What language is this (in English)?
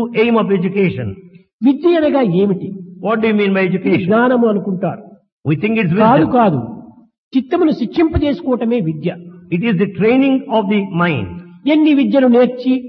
Telugu